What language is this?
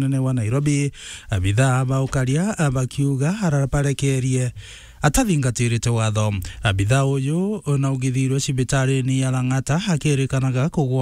Meru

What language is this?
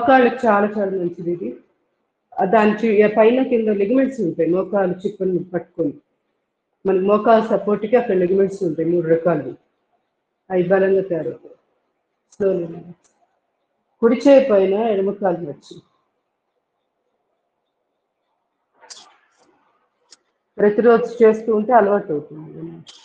Telugu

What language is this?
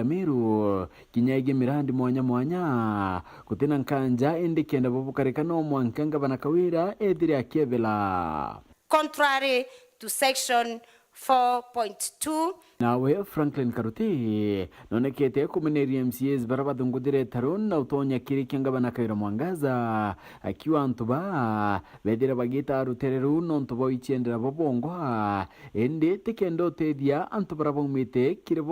Meru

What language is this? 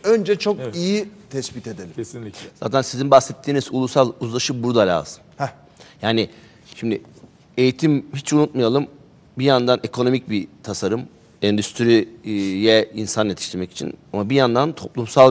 Turkish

